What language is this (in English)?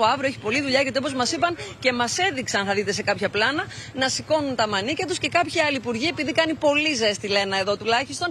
Greek